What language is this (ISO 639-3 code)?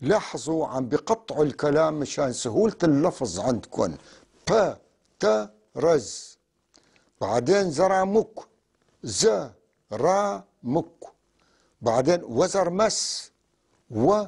apc